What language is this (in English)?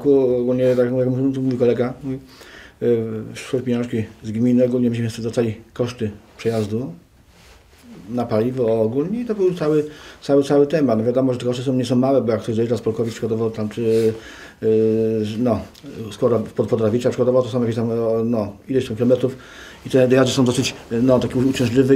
Polish